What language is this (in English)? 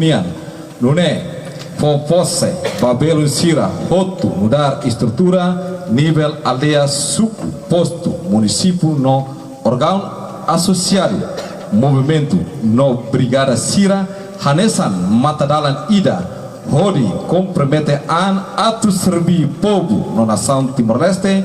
Tetum